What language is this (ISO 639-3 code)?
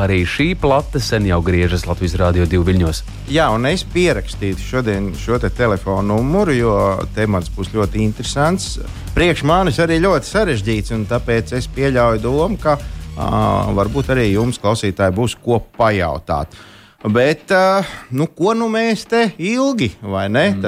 lav